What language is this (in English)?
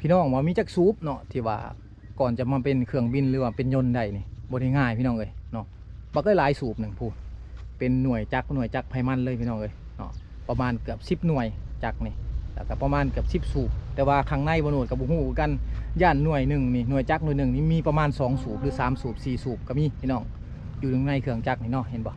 Lao